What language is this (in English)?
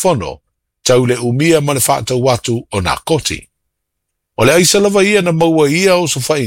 Samoan